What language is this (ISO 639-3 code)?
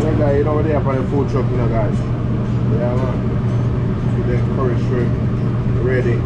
jam